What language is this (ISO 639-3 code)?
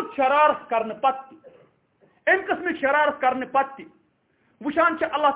kas